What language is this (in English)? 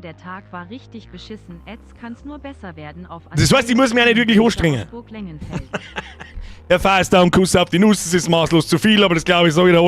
Bavarian